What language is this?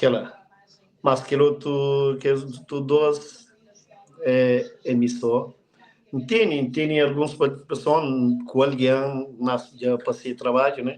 Kabuverdianu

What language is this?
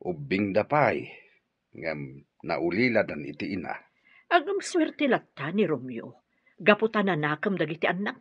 Iloko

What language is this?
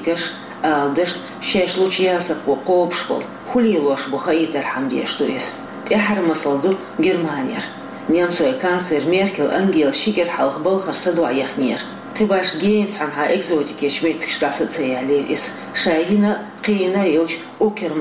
Chechen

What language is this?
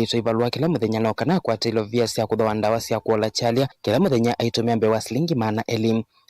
Kamba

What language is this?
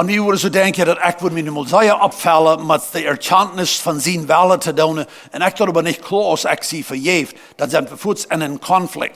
Plautdietsch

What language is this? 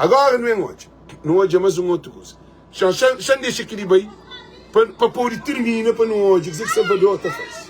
Kabuverdianu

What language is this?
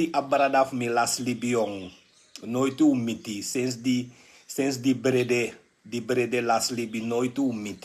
Sranan Tongo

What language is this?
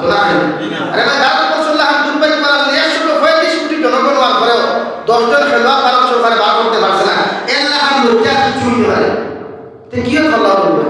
Sylheti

